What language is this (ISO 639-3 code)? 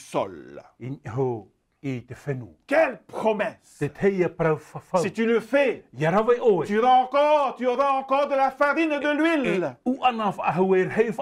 tah